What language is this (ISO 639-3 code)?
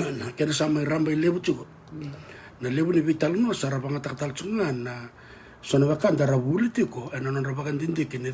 fij